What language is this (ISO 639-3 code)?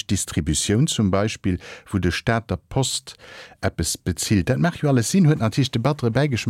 ltz